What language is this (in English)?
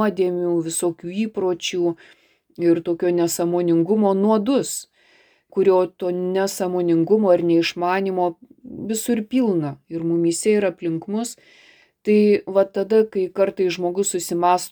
Lithuanian